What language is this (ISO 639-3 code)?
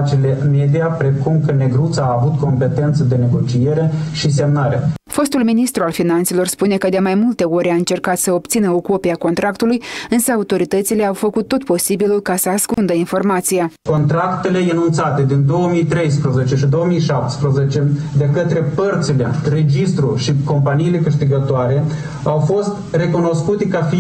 ron